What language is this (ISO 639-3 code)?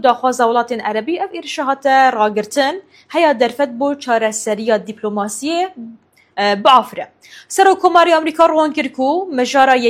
kur